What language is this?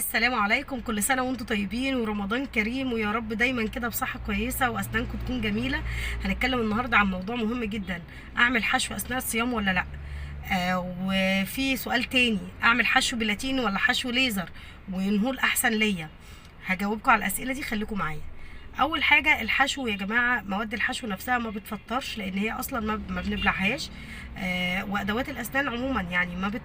Egyptian Arabic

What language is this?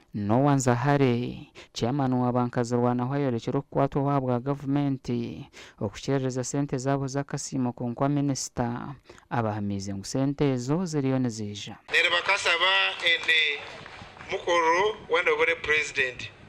Nyankole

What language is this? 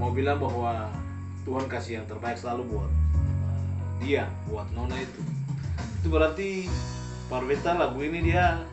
Ambonese Malay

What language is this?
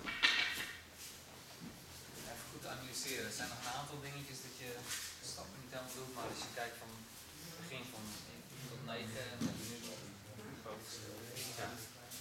Dutch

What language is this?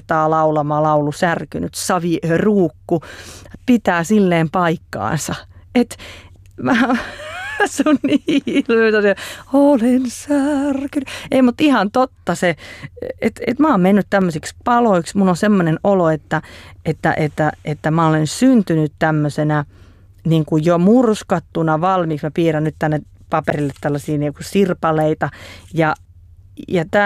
Finnish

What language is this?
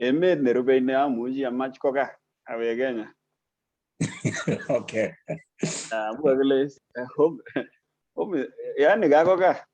Kalenjin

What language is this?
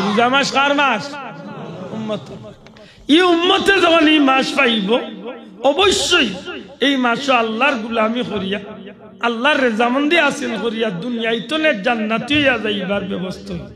Sylheti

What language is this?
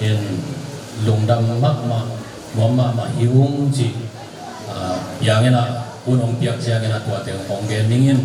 Tedim Chin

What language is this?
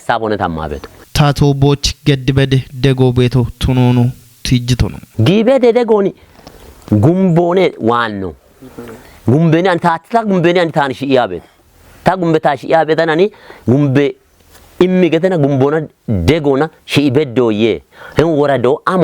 Kafa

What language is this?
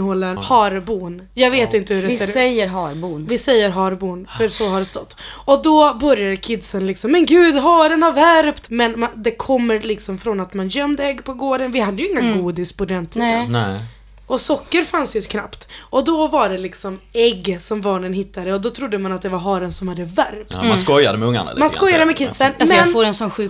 Swedish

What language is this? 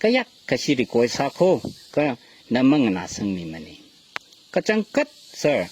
Tangkhul Naga (India)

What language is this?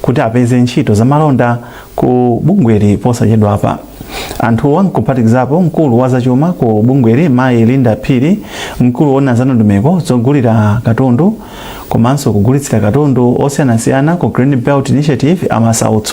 Nyanja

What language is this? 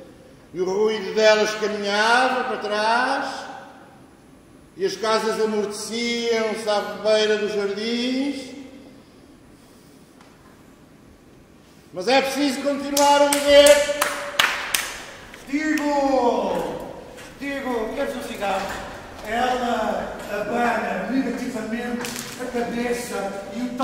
Portuguese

